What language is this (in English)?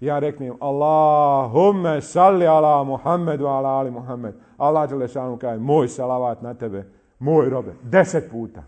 Bosnian